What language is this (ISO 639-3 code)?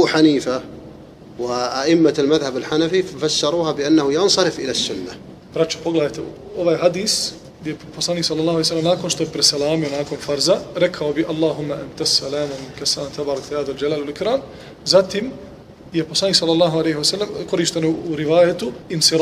bos